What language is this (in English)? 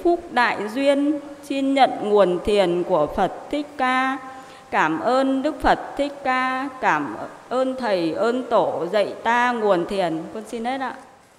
Vietnamese